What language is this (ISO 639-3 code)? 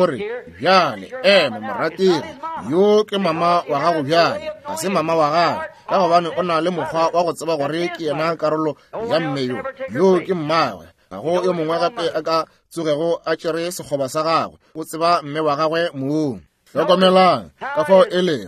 nso